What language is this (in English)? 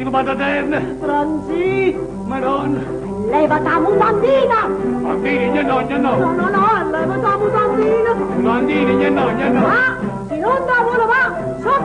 Neapolitan